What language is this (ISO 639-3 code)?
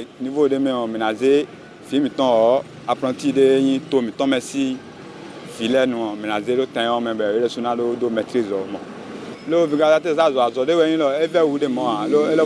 fon